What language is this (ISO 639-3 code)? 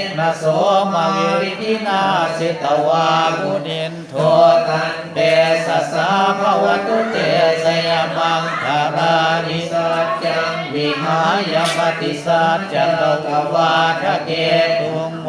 pli